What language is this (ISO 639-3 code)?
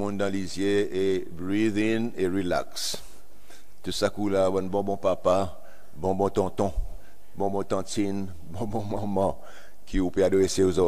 crs